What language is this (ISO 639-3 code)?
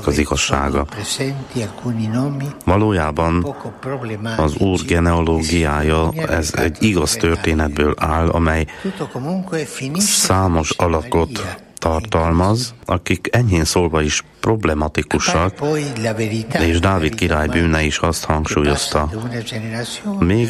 hun